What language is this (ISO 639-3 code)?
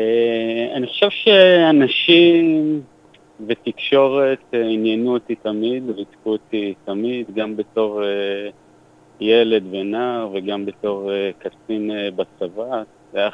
heb